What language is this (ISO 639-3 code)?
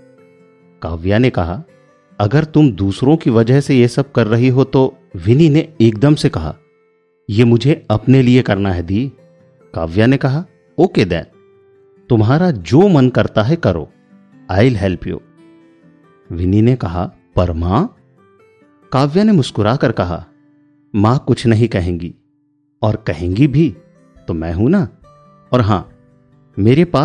hin